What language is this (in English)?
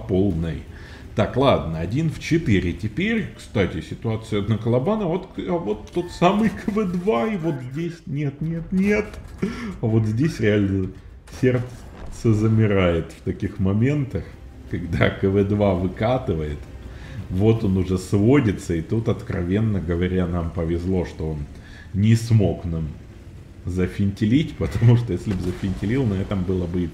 Russian